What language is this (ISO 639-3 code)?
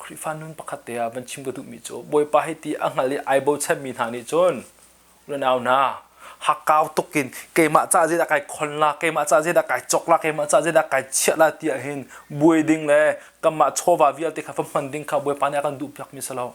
cnh